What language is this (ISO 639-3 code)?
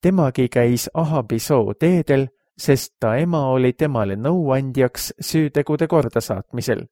est